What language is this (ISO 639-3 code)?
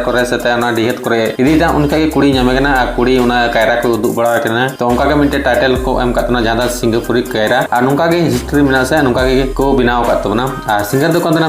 sat